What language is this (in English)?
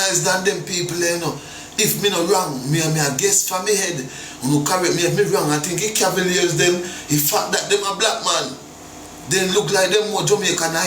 Jamaican Creole English